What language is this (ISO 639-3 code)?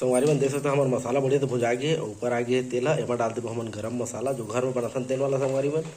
hne